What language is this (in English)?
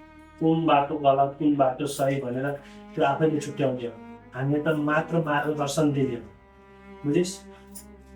Nepali